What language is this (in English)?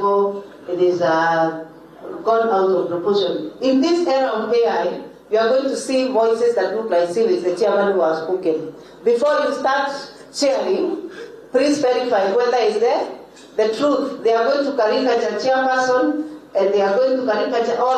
Gusii